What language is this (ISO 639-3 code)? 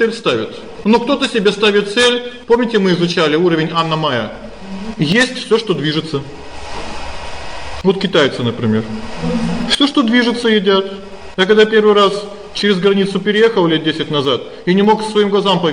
rus